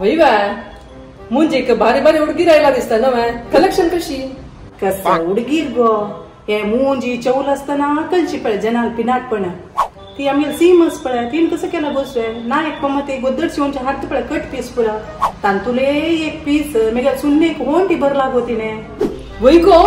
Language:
Konkani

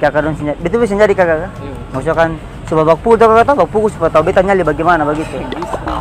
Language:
Ambonese Malay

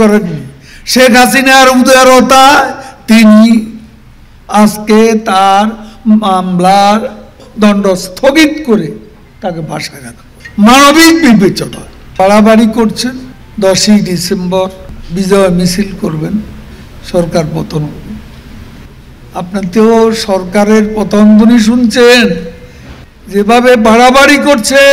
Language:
Bangla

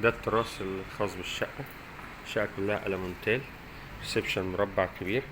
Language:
Egyptian Arabic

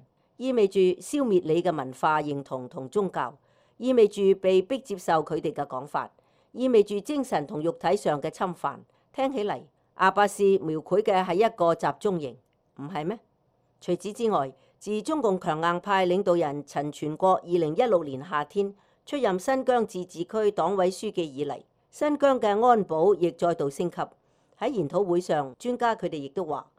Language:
Cantonese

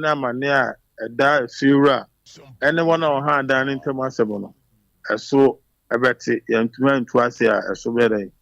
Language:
Akan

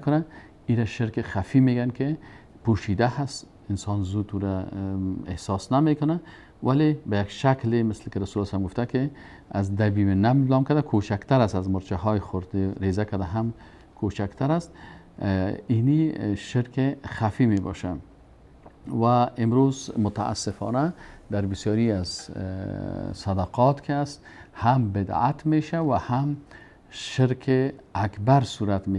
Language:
Persian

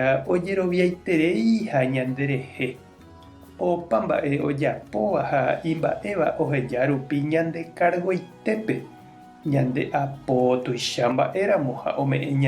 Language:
Guarani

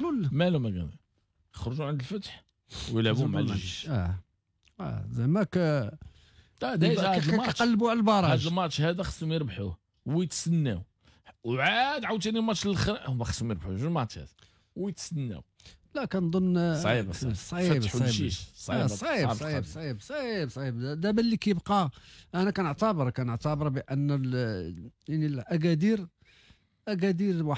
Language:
Moroccan Arabic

